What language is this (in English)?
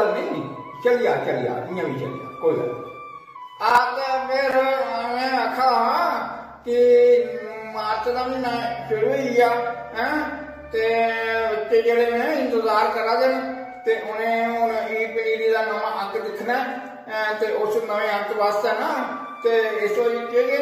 Dogri